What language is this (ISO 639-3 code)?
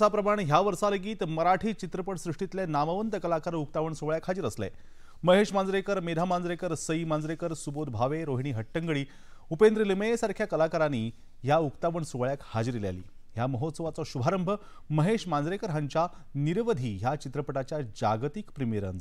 kok